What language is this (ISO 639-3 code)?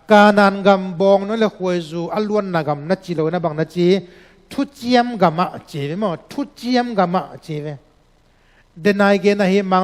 ctd